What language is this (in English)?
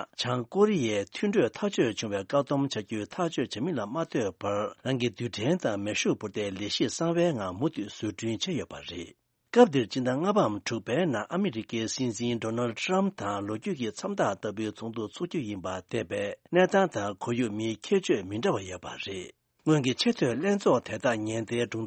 Tibetan